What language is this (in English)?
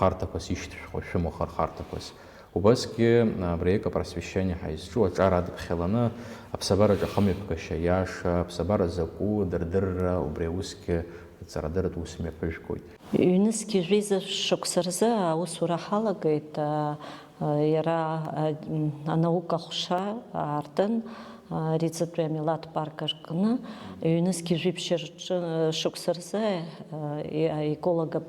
Abkhazian